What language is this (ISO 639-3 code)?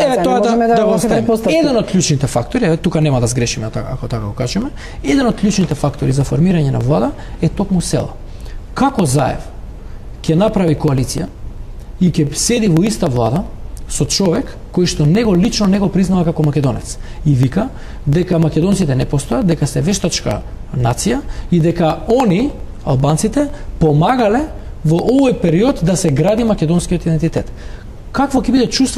mkd